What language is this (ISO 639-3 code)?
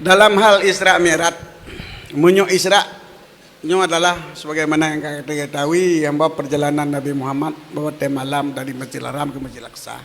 ace